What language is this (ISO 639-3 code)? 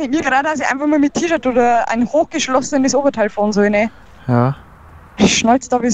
bar